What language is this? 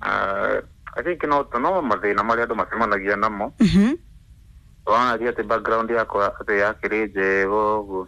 Kikuyu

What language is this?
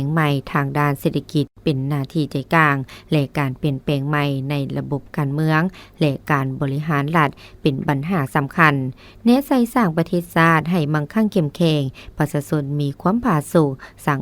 Lao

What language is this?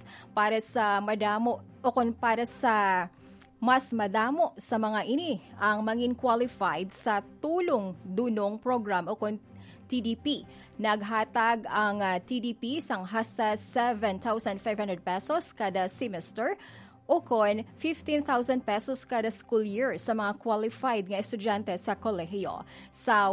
Hiligaynon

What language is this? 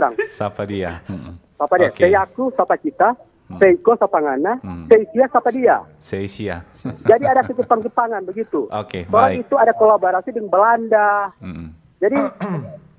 Manado Malay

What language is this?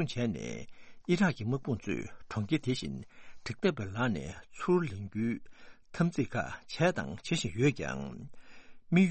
Tibetan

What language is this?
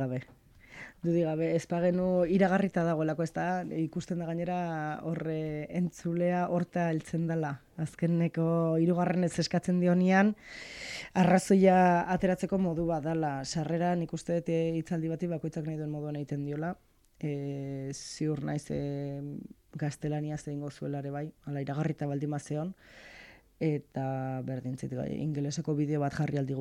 Basque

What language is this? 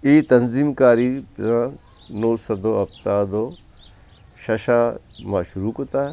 Eastern Balochi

